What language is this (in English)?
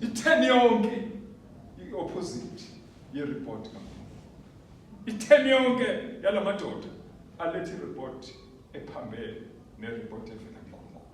Zulu